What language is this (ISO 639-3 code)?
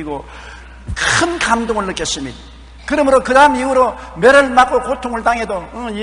kor